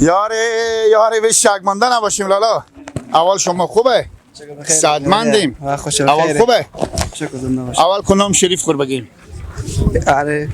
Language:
Persian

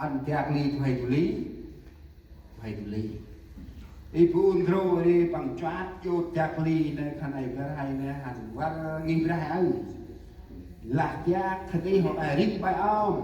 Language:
Central Mnong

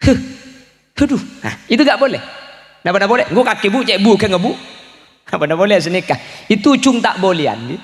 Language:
Madurese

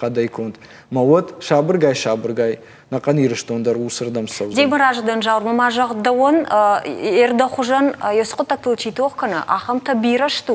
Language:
Ossetic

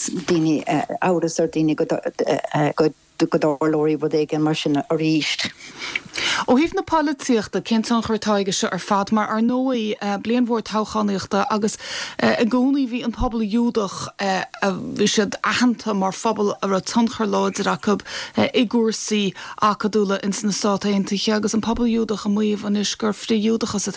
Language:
Irish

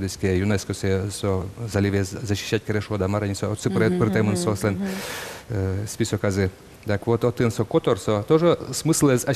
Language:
Udmurt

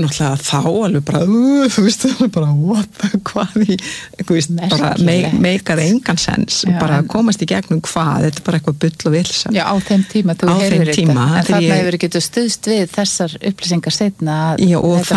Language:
Icelandic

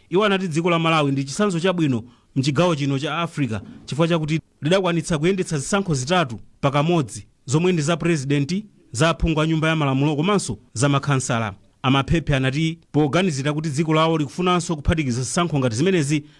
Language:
Nyanja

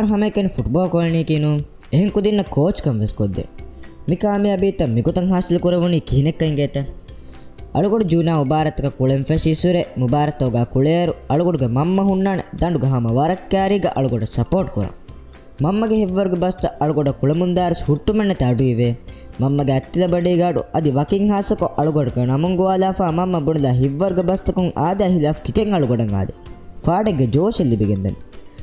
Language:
Divehi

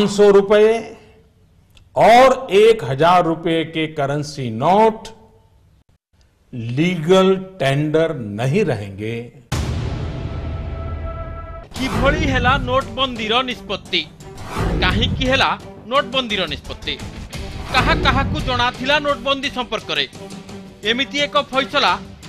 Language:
Odia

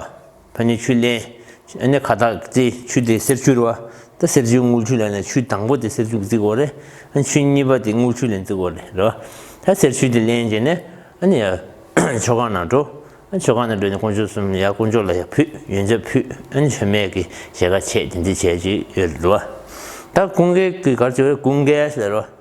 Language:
Tibetan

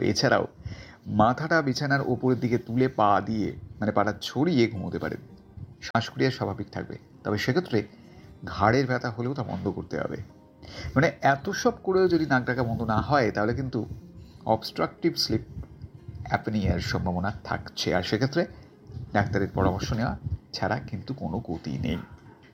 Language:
Bangla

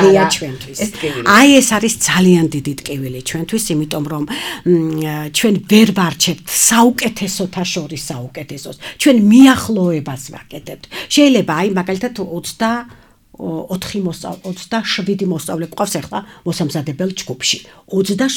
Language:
Georgian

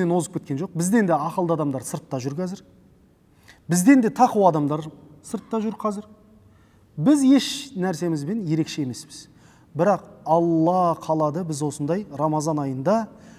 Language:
Kazakh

